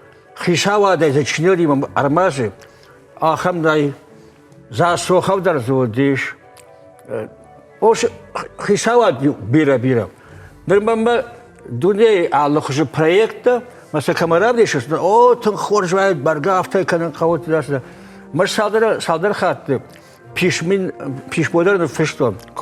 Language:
Ossetic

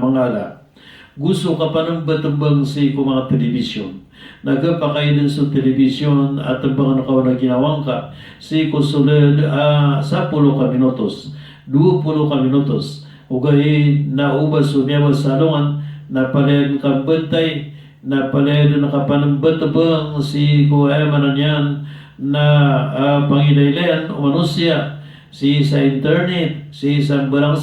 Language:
Maranao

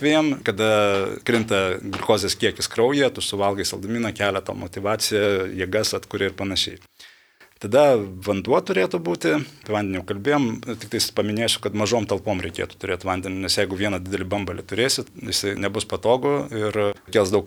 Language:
Lithuanian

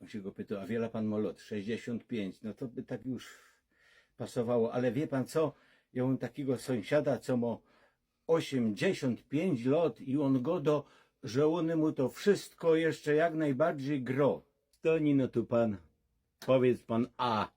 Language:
Silesian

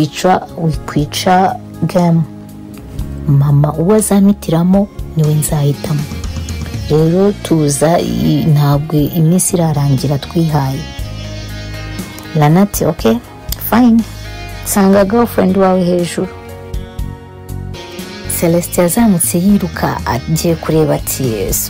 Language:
Kinyarwanda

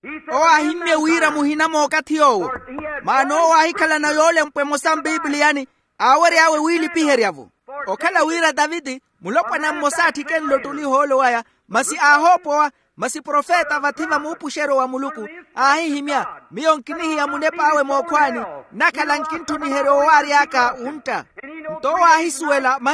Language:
Makhuwa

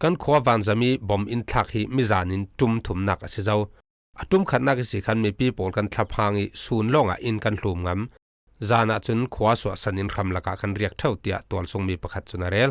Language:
Falam Chin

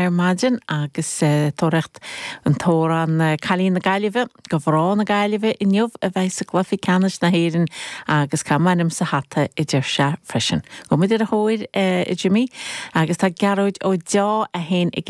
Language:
Irish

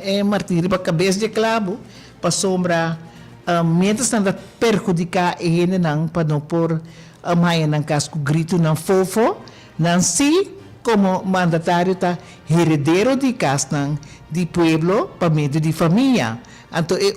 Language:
Papiamento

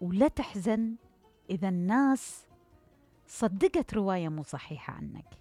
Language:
Mesopotamian Arabic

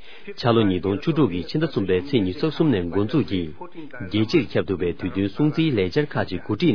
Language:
Tibetan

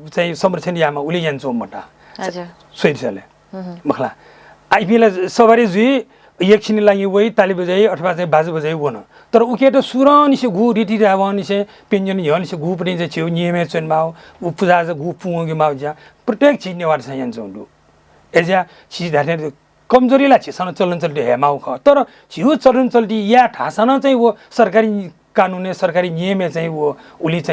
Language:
Newari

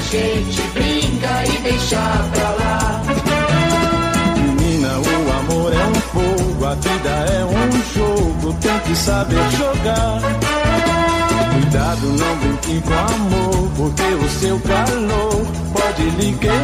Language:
Portuguese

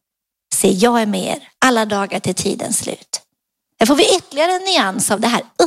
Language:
Swedish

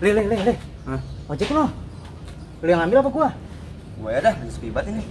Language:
Betawi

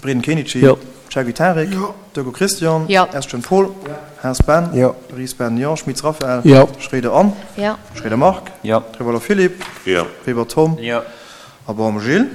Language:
Luxembourgish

